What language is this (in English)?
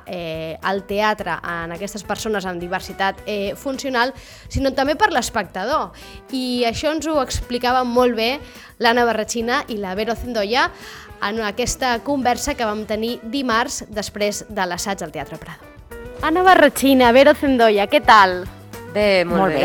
Catalan